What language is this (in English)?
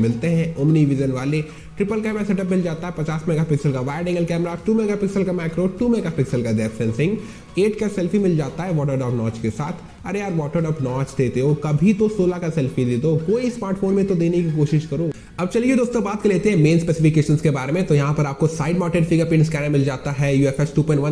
Hindi